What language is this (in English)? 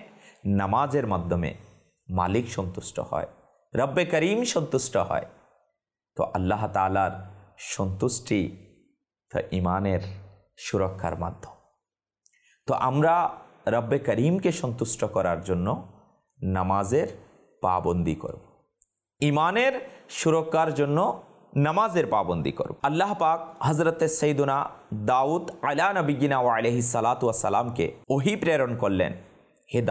Bangla